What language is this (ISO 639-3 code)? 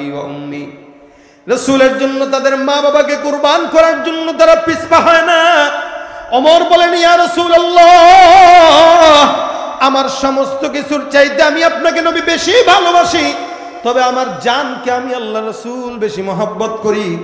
ben